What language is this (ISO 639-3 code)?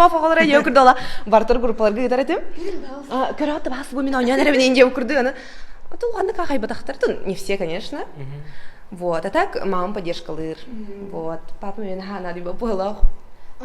sah